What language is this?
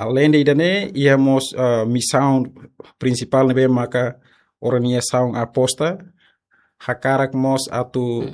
Tetum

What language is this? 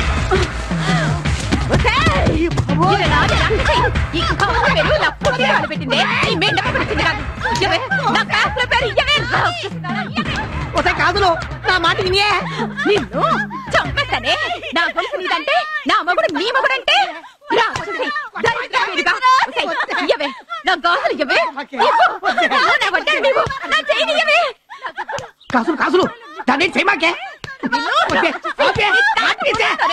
Telugu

